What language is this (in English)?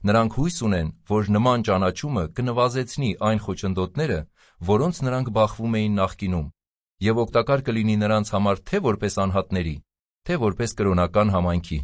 Armenian